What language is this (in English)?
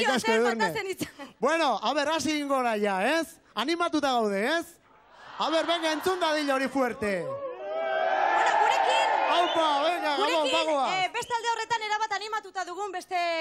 Basque